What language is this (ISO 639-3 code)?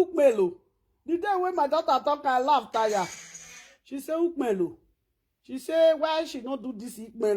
pcm